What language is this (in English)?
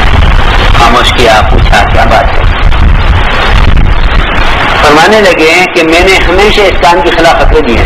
Urdu